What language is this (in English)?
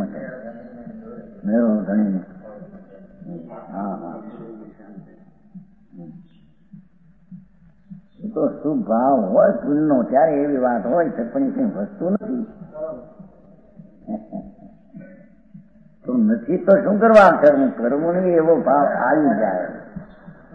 Gujarati